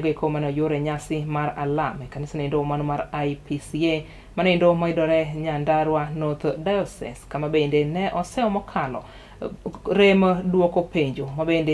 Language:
Luo (Kenya and Tanzania)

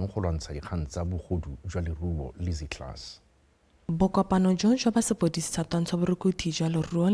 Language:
Tswana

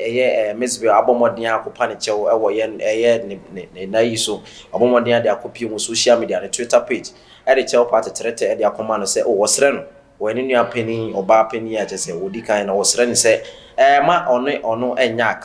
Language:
Akan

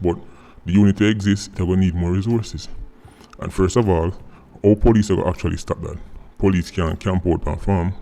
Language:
Jamaican Creole English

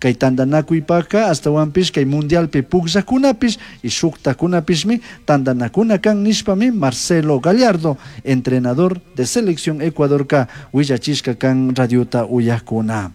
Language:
Chimborazo Highland Quichua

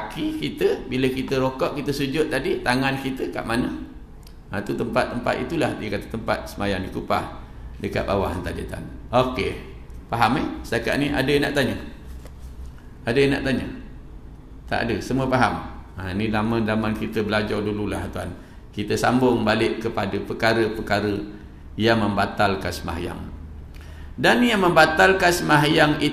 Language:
Malay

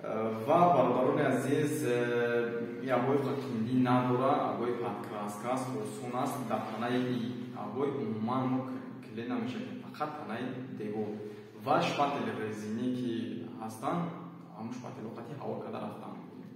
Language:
Tajik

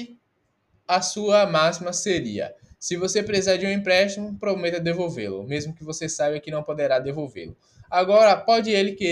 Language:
Portuguese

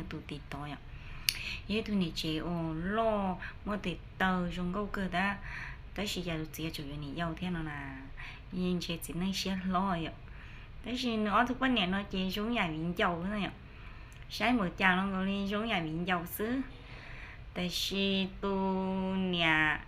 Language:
Hmong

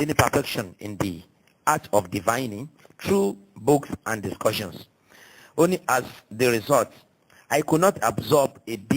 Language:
Yoruba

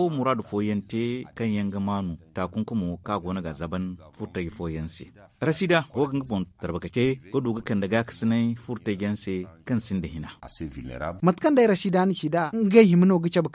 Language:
Zarma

